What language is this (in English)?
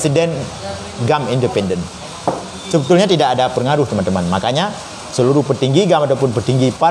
Indonesian